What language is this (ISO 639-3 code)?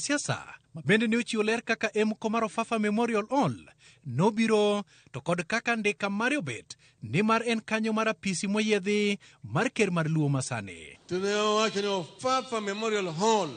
luo